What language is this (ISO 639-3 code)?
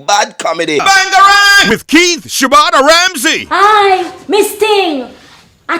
jam